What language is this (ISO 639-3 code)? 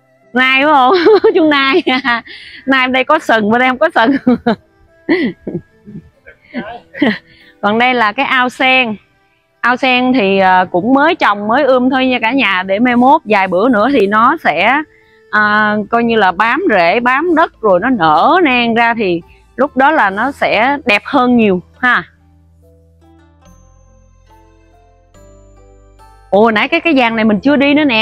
vie